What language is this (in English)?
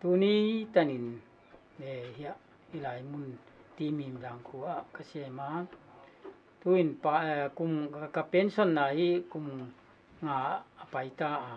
Paite Chin